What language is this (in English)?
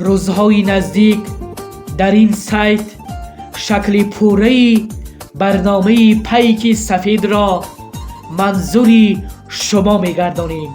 Tajik